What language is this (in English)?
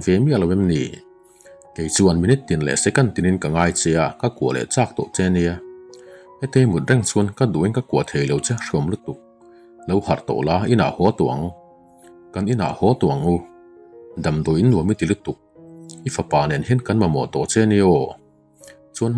Mizo